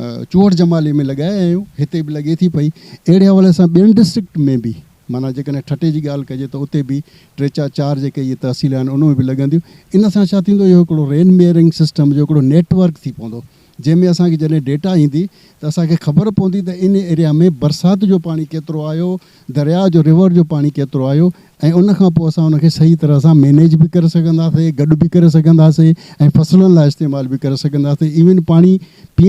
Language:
Sindhi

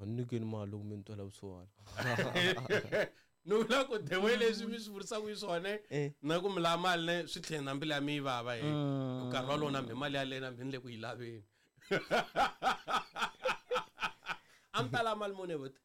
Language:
Tsonga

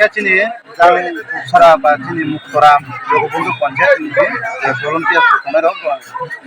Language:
Riang (India)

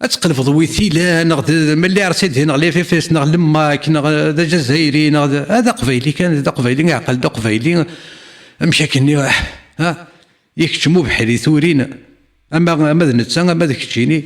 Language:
Kabyle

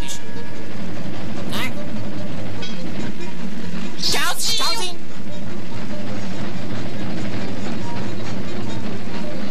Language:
Portuguese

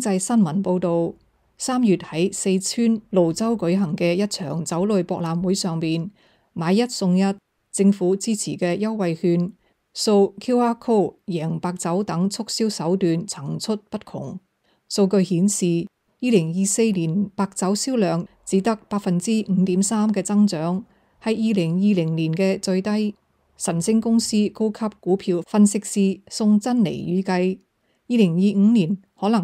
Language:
Cantonese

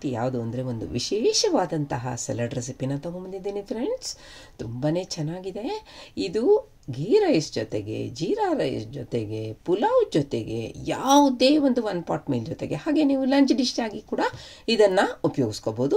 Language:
Kannada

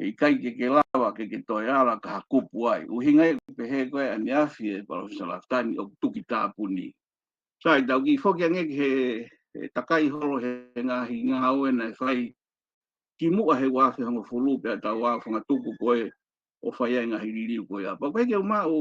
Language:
Tongan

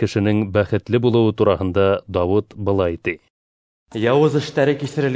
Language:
Bashkir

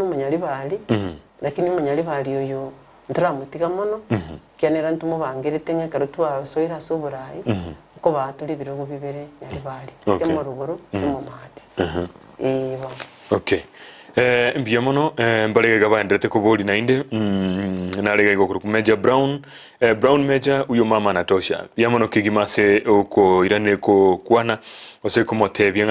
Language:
Gusii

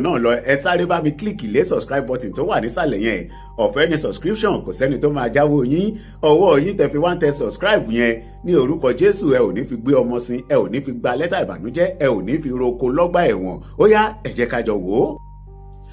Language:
Yoruba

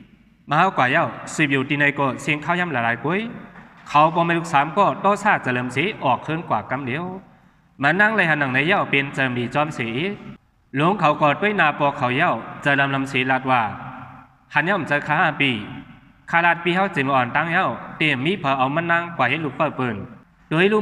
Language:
Shan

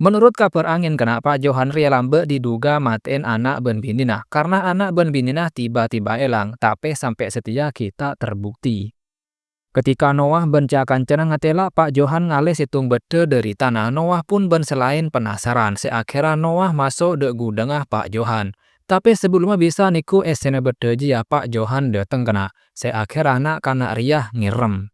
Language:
Madurese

